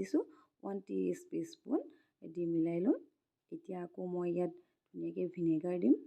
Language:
Assamese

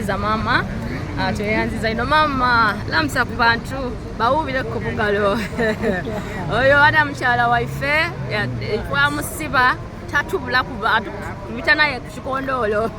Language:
Soga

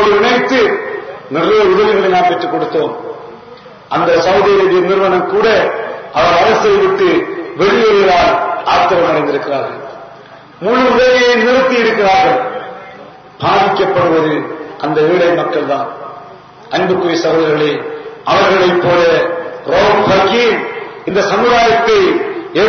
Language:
Tamil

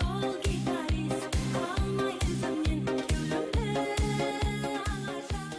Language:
Kara-Kalpak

